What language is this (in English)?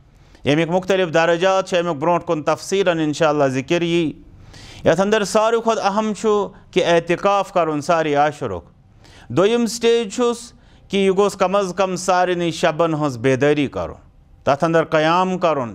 Kashmiri